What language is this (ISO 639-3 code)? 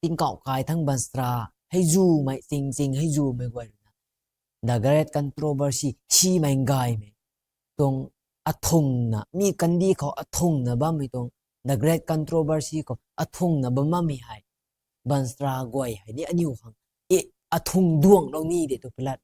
nbu